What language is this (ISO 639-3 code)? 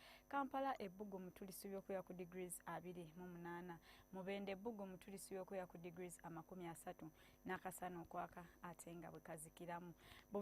lug